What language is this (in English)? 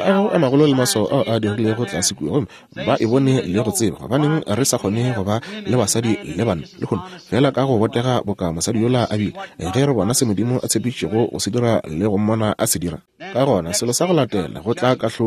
Northern Sotho